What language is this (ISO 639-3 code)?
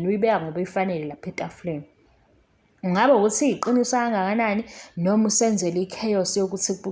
zul